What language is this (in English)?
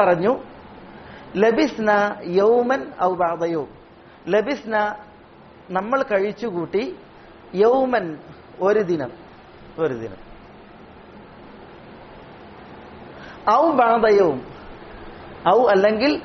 Malayalam